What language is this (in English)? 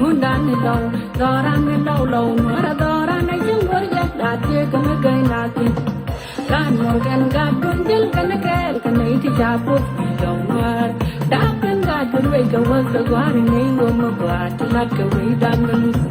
Nuer